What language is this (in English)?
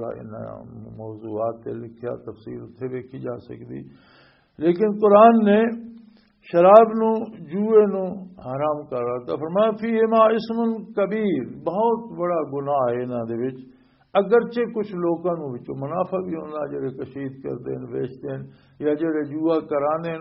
Western Panjabi